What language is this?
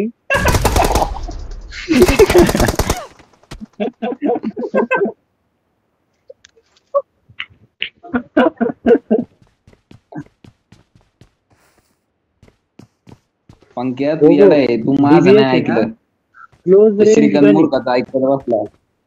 Marathi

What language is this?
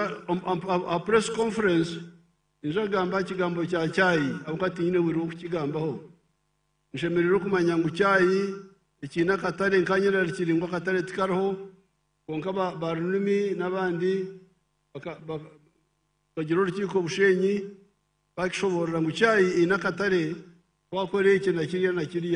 Nyankole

